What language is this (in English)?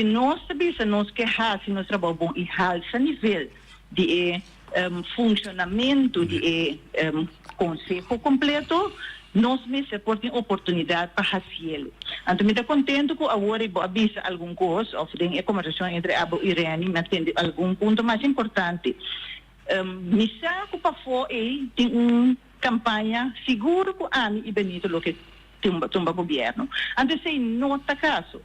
Papiamento